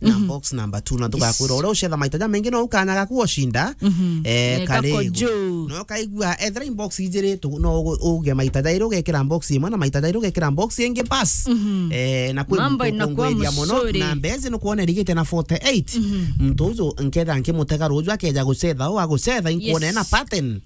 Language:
Meru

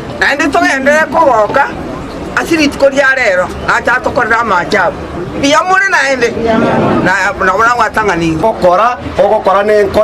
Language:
Gusii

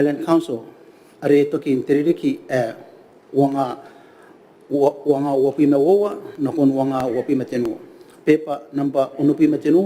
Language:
Gilbertese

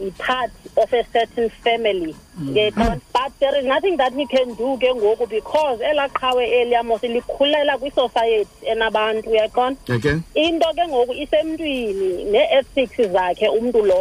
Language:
Xhosa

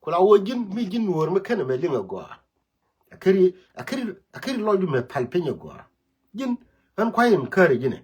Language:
Nuer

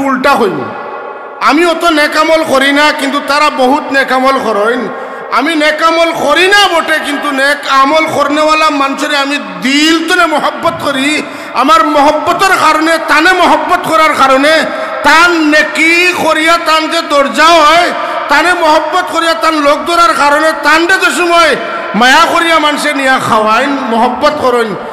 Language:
Sylheti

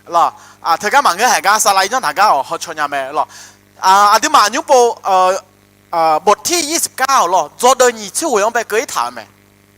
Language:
Akha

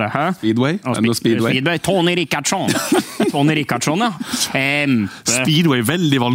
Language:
Norwegian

